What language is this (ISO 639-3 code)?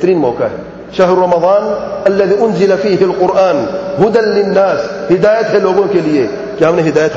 urd